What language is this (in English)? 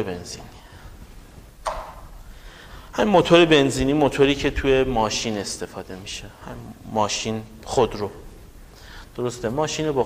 Persian